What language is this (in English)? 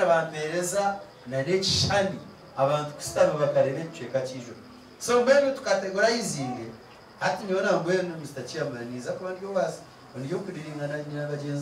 Nyankole